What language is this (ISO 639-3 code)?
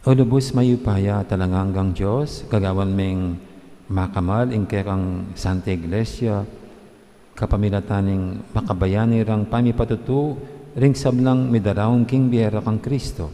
pam